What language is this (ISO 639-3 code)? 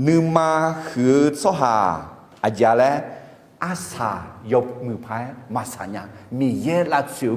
ahk